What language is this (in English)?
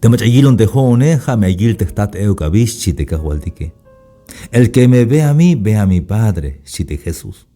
Tzeltal